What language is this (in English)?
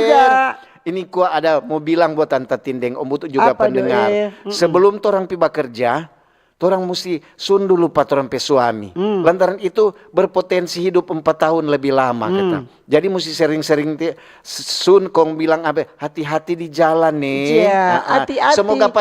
Manado Malay